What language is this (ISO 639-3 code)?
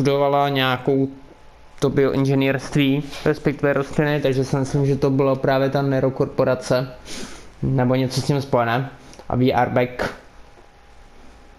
ces